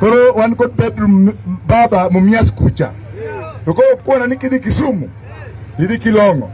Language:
Luo (Kenya and Tanzania)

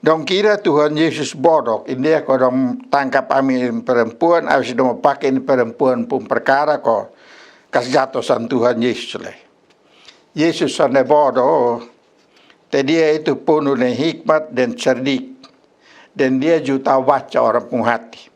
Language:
Kupang Malay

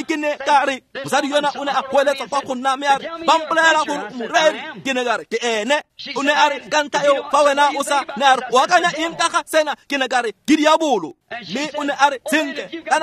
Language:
Tswana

